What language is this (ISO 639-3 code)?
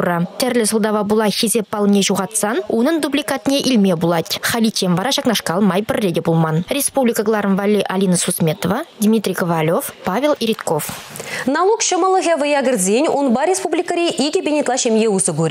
chv